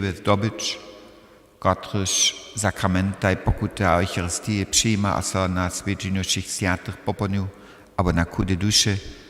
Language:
Upper Sorbian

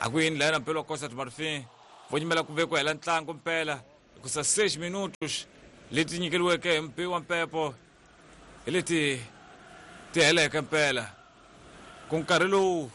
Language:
Tsonga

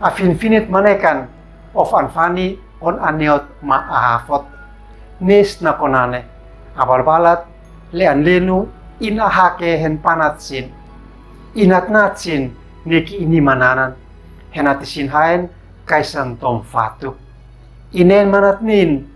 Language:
Uab Meto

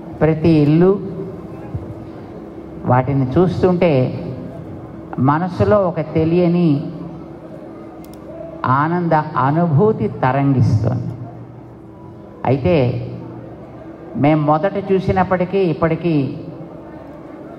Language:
Telugu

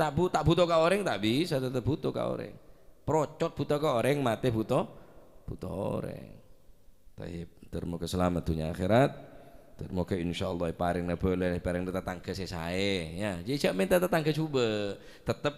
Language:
Madurese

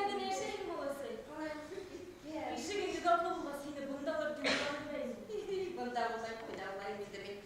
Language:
Bashkir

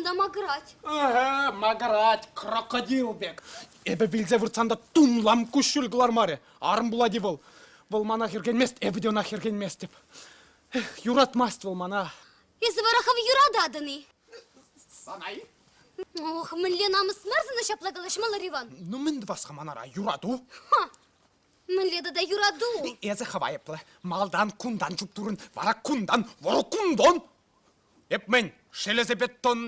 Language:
Chuvash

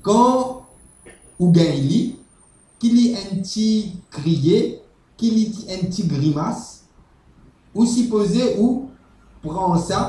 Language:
Morisyen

